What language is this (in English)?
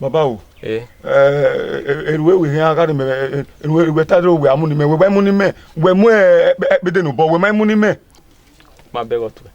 Bini